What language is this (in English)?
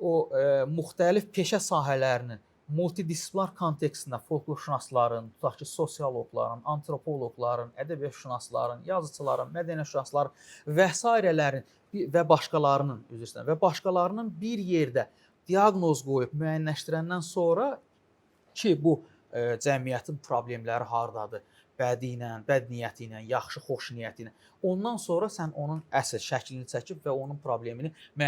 Azerbaijani